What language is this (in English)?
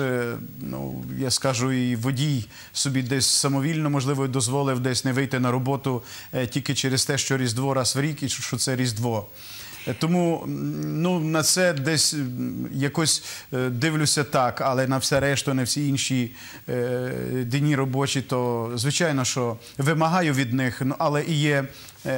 Ukrainian